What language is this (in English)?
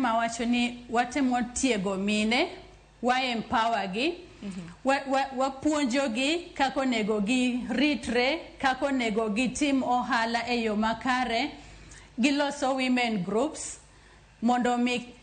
Luo (Kenya and Tanzania)